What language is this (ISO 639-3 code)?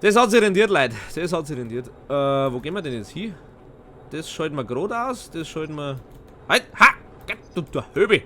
bar